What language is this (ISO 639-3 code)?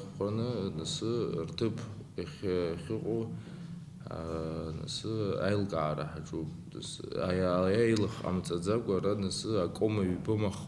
abk